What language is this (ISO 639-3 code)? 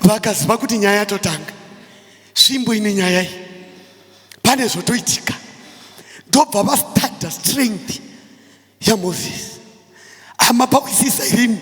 sna